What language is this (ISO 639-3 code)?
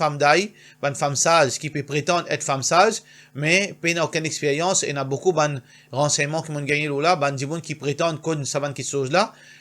mfe